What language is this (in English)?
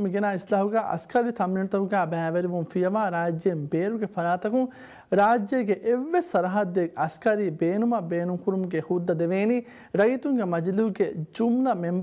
Divehi